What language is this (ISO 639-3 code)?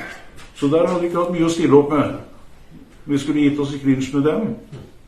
nor